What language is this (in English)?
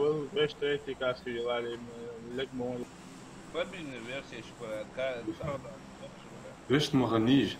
Ingush